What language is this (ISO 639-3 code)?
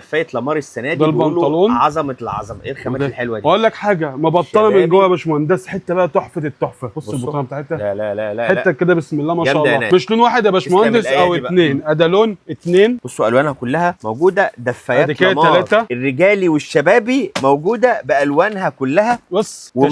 arz